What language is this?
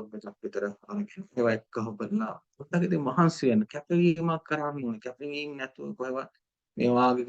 Sinhala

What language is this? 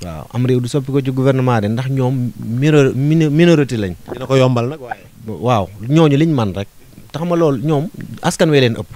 Wolof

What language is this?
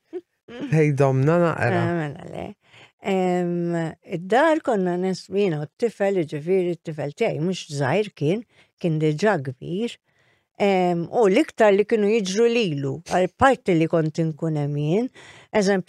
Maltese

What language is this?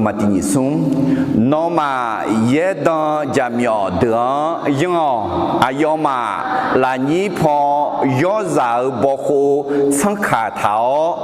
Akha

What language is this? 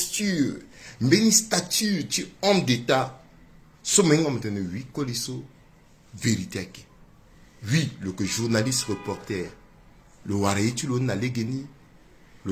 Sango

